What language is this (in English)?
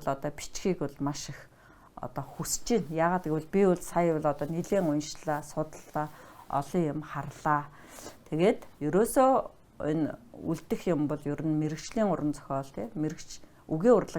Mongolian